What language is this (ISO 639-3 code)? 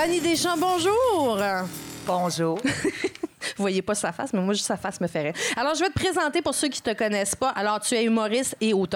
fra